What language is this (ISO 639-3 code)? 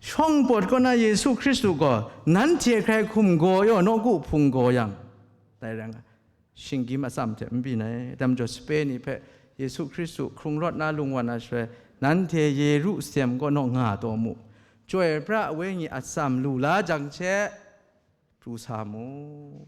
kac